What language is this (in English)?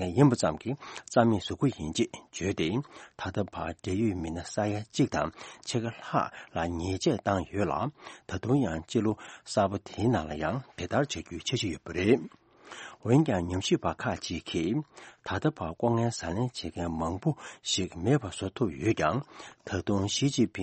Tibetan